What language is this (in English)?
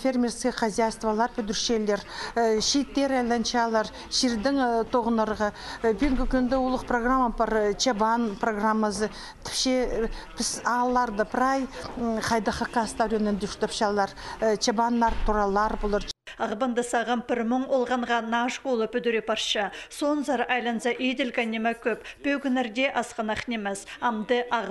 Khakas